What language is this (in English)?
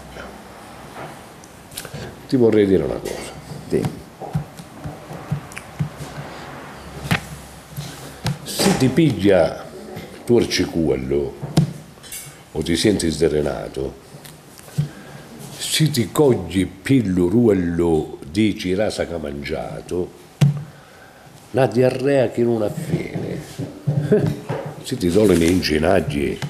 Italian